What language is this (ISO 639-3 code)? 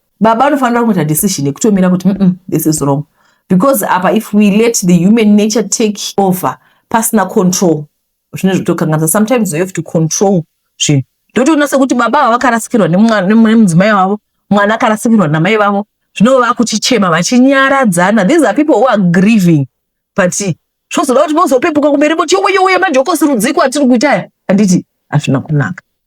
sna